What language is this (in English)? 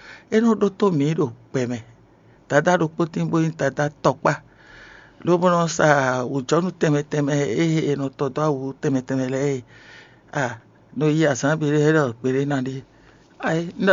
Fon